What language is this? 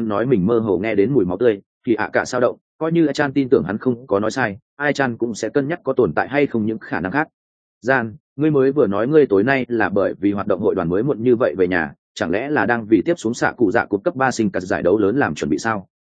Vietnamese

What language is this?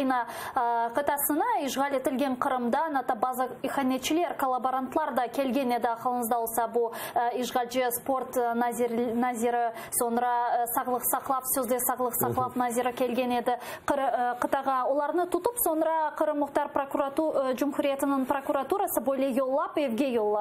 Crimean Tatar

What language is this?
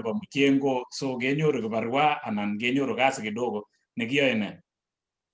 Kalenjin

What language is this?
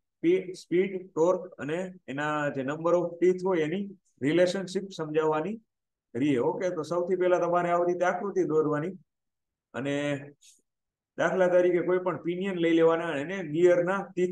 Gujarati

